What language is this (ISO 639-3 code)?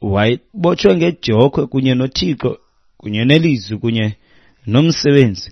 xho